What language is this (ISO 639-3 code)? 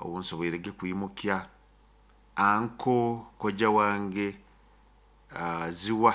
nyo